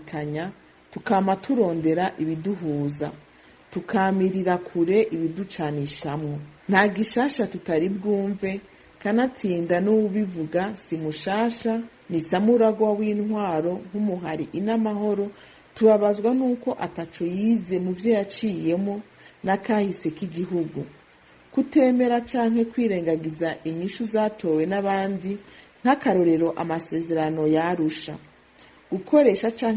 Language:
Rundi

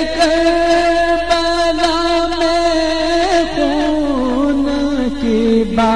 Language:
Urdu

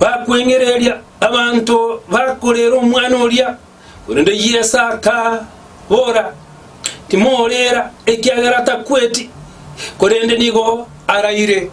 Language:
Gusii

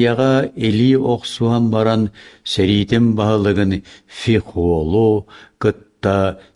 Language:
Yakut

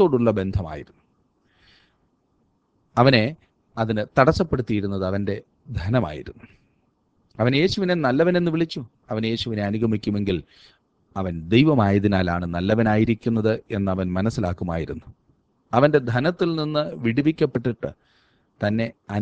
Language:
Malayalam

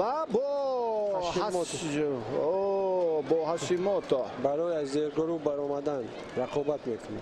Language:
Tajik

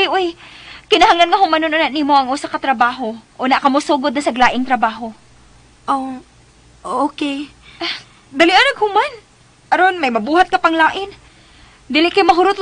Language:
Cebuano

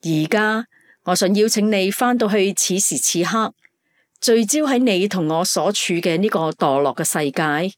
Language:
Cantonese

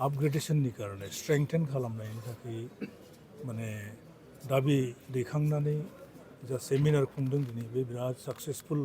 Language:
Bodo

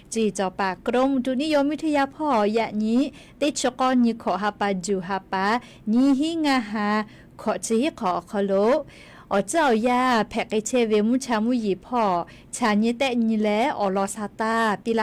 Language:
Lahu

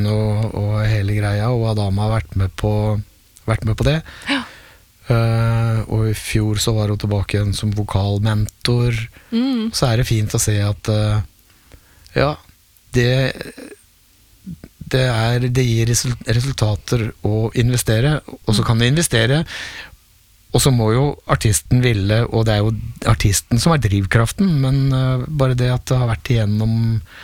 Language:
Norwegian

